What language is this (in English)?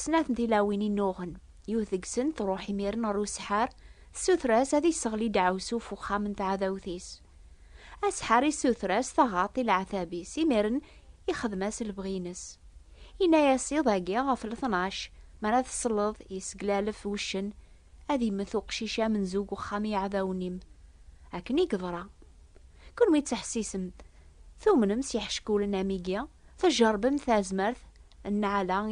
Kabyle